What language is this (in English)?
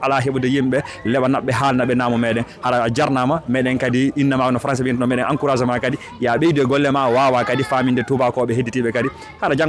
Fula